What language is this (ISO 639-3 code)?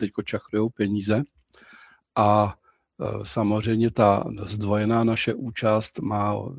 ces